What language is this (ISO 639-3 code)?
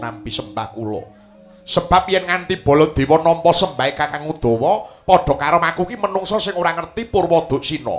jav